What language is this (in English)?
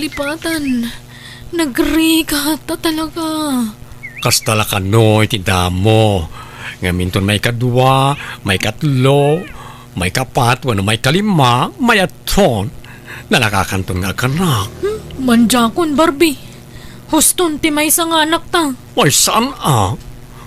Iloko